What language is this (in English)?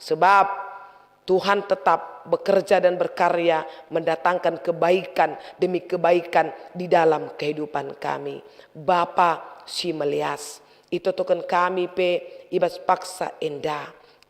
Batak Karo